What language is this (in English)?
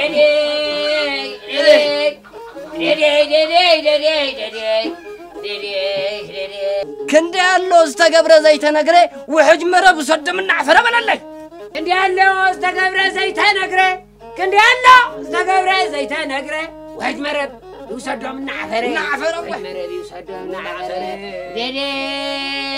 Tigrinya